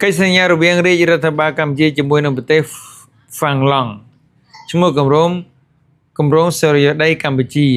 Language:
Khmer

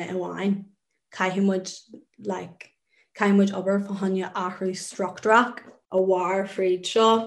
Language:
Irish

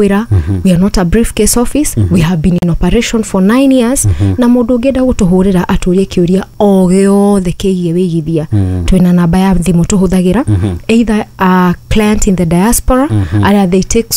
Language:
Kikuyu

